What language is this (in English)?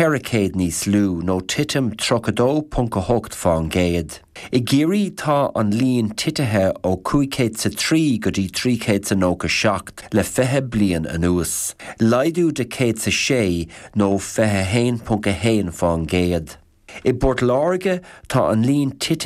Irish